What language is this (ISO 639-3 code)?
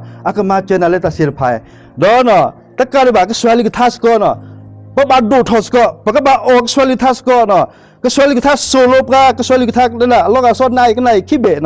ksw